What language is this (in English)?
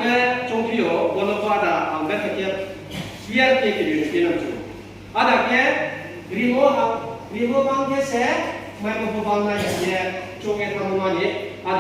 Riang (India)